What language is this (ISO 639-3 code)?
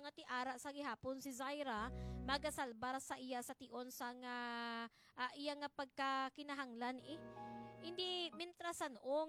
hil